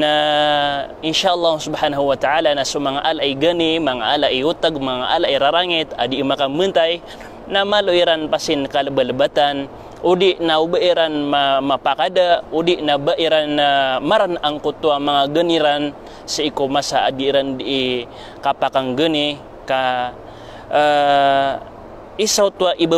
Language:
Maranao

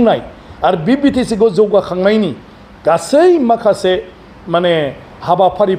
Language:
Bodo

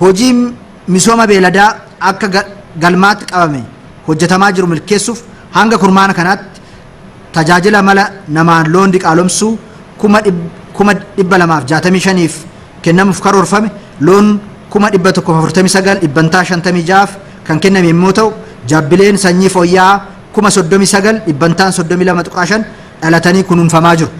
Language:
Oromo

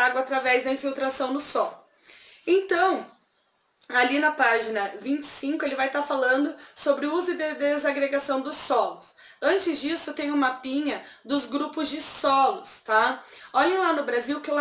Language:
Portuguese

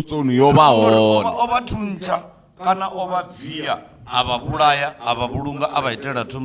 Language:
Venda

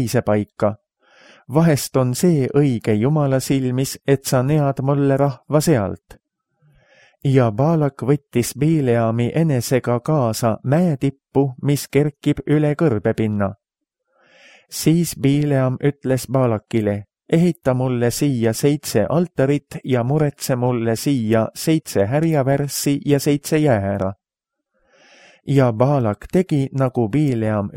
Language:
Estonian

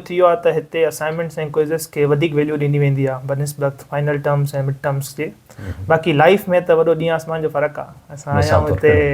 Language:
Sindhi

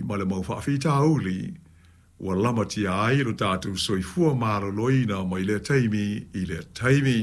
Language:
Samoan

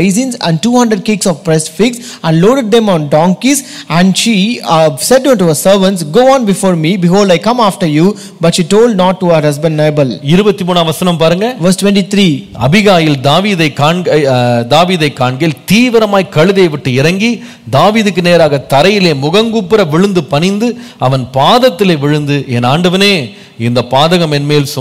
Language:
Tamil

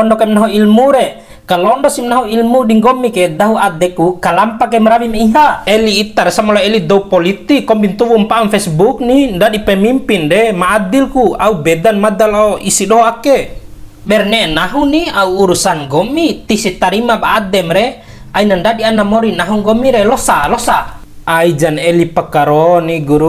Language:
Bima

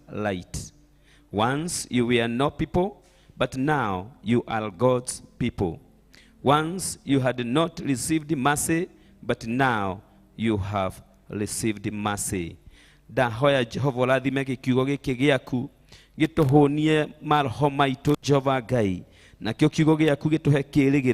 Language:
Kikuyu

